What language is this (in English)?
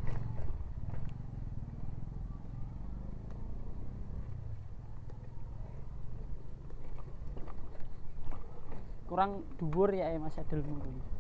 Javanese